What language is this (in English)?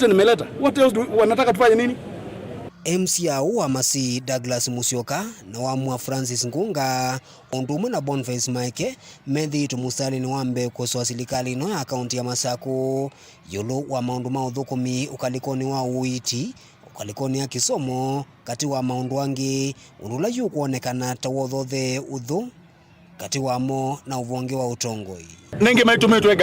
Kamba